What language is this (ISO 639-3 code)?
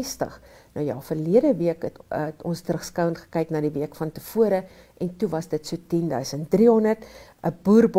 afr